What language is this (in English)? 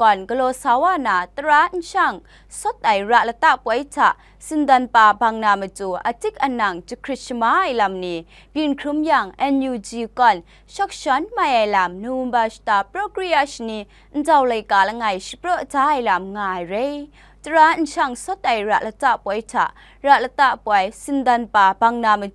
Kachin